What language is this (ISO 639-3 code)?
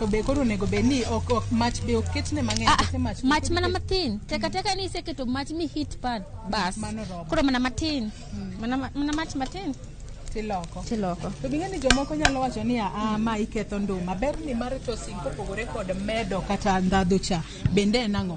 luo